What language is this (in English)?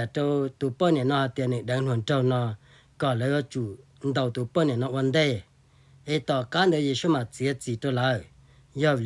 Hmong